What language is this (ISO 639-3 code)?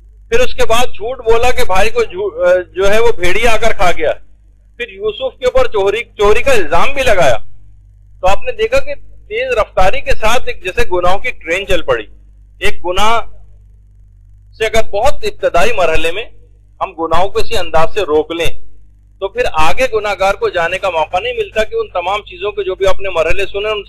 urd